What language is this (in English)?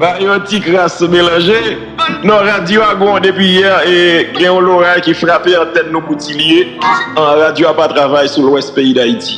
Haitian Creole